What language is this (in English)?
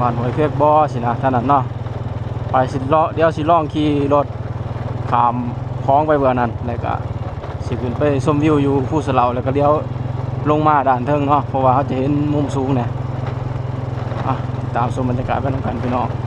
Lao